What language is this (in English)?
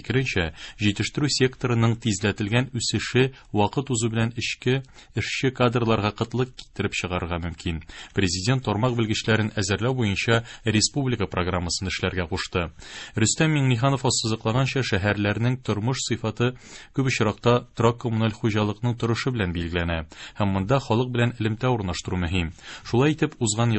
Tatar